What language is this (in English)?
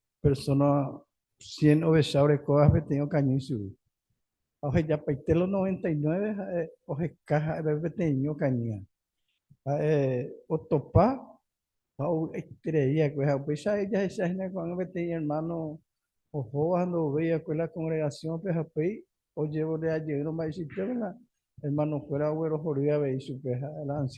Guarani